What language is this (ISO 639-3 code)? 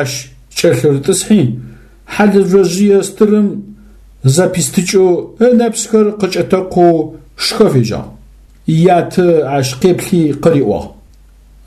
ady